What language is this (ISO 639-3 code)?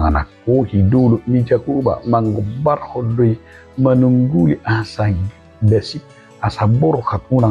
bbc